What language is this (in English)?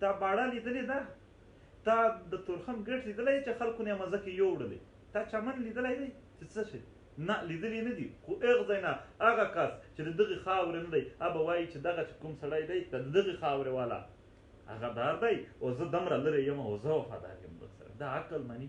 Pashto